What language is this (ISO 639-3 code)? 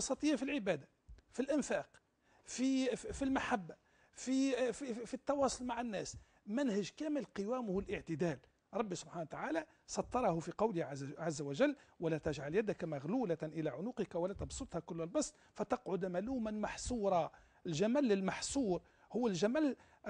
aeb